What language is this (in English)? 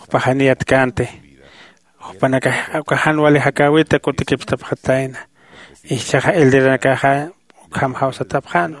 Aymara